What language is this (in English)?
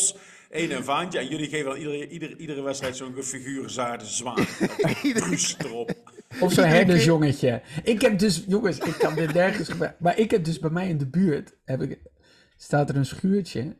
Dutch